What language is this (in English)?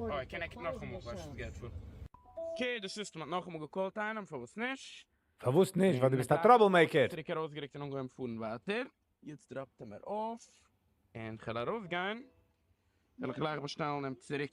Yiddish